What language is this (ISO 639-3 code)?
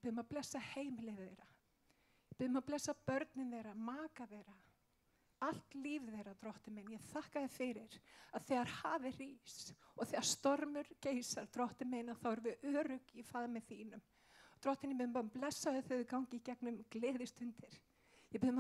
isl